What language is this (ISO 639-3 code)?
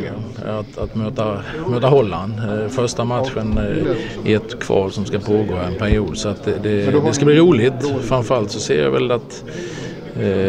swe